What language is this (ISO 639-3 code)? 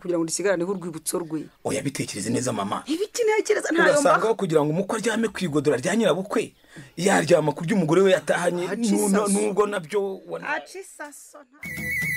kin